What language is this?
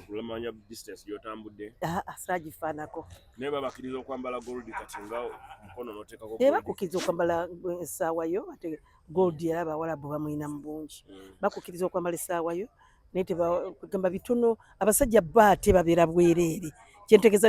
Ganda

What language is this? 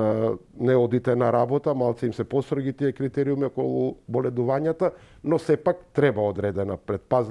Macedonian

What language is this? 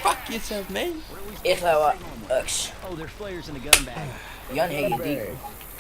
Faroese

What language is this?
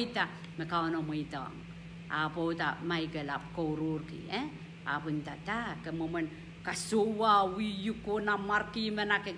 Pohnpeian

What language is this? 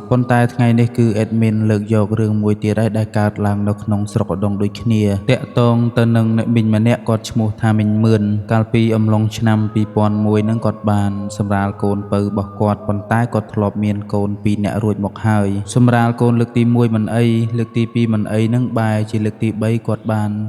Khmer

